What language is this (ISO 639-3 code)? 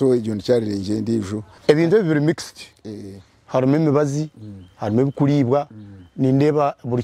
nyn